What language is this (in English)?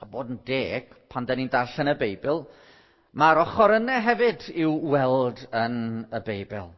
Welsh